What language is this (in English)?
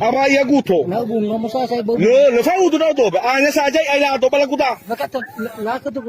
Nias